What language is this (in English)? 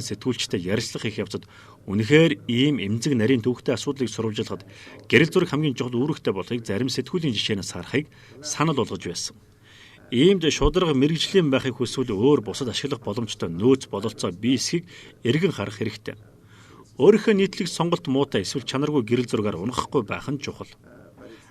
Mongolian